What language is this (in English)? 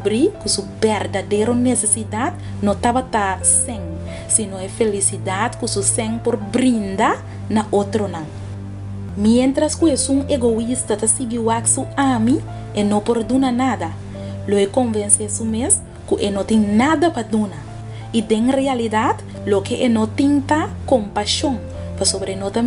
Papiamento